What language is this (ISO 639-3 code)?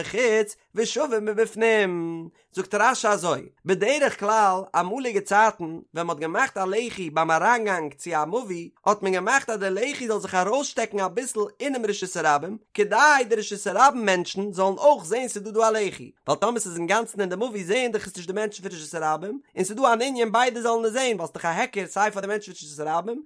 yid